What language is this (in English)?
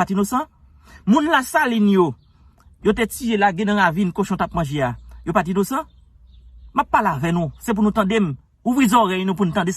Haitian Creole